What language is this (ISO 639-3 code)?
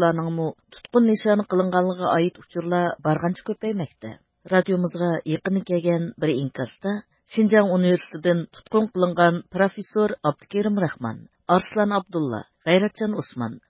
uig